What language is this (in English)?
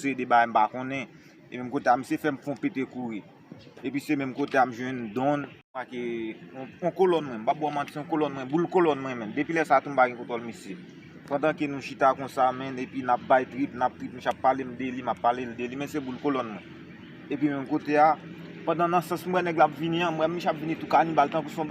Haitian Creole